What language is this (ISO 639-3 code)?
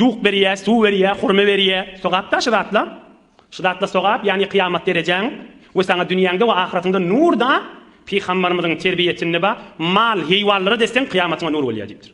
tuk